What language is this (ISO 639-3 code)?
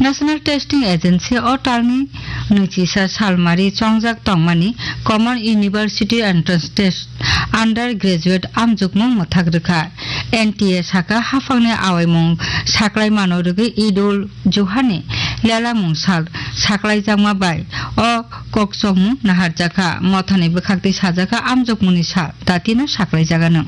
trp